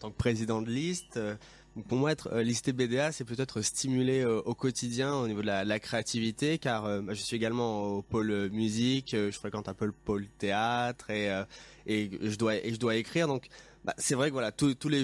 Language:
French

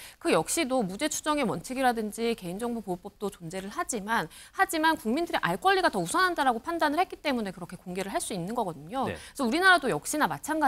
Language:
Korean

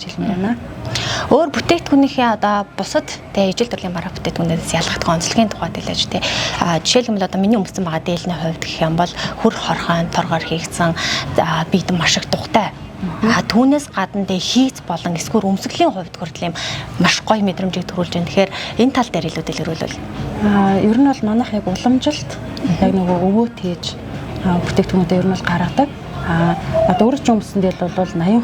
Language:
Mongolian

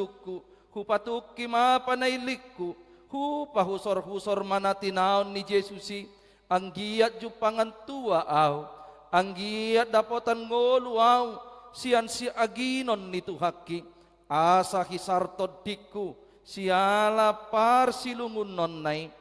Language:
Batak Toba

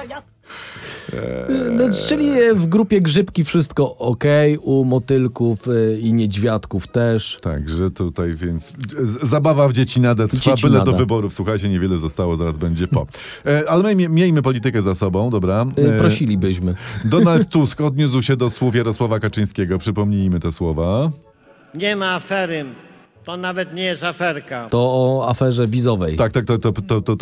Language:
Polish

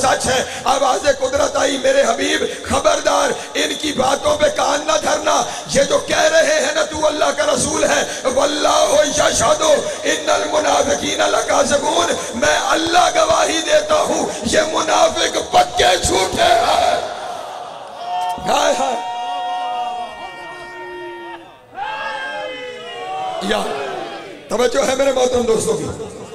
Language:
Urdu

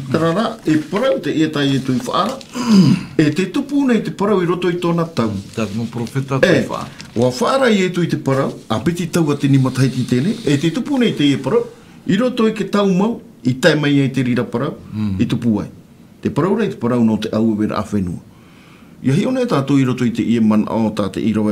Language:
Tahitian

